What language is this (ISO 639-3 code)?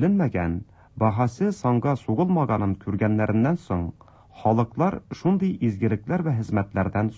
tat